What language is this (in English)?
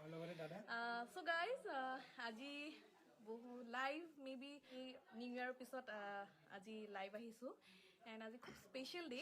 Assamese